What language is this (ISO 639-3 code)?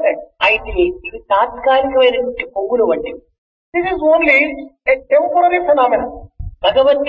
tel